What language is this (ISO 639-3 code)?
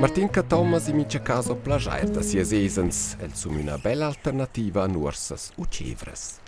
roh